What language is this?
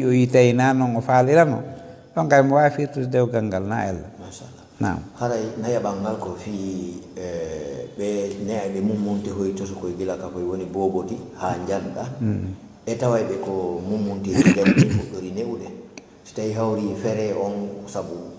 Fula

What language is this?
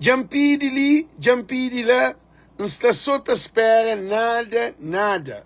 Kabuverdianu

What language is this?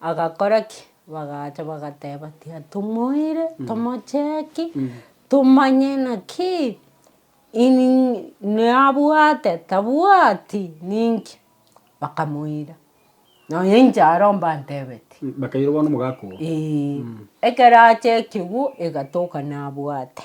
Gusii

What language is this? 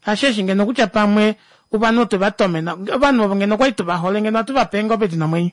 Kuanyama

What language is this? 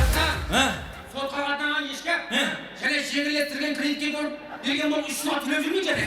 Kara-Kalpak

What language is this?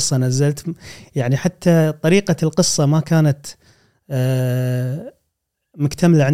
Gulf Arabic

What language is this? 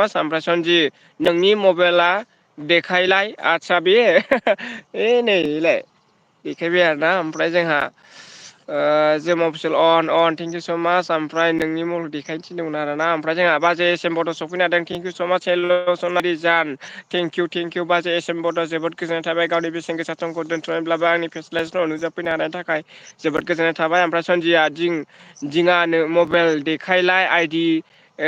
Bodo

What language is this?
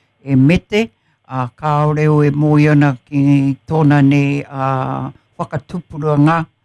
Māori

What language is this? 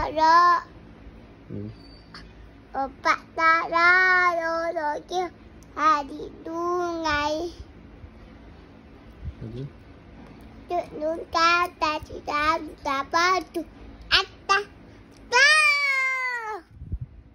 Malay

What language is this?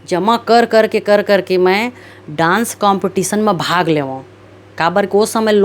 Chhattisgarhi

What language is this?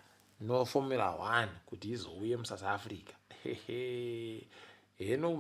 Ndau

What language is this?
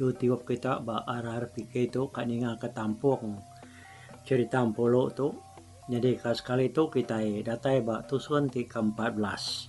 Iban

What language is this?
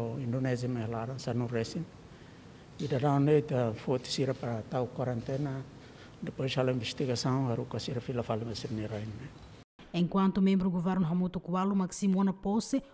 Tetum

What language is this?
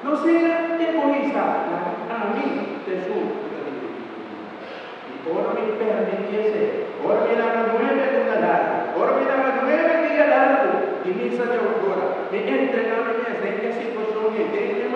Papiamento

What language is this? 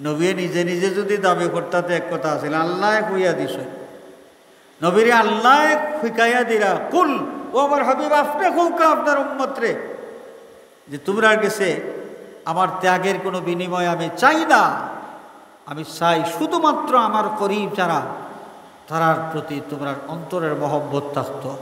Sylheti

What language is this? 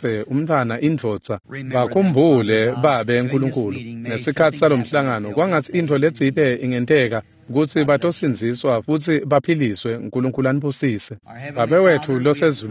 Swati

